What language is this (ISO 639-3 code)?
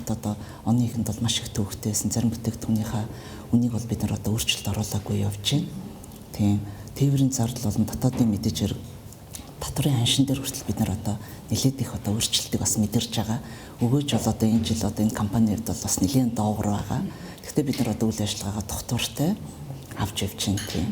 mon